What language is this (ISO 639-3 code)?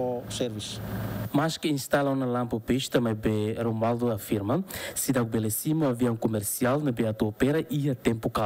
tet